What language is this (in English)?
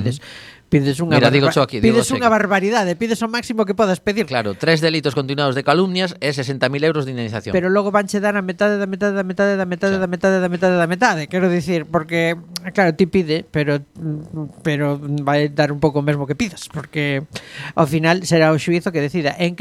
Galician